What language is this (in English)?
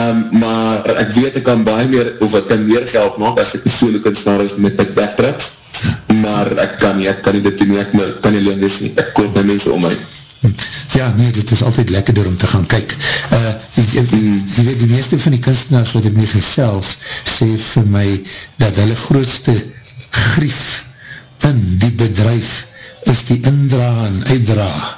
Afrikaans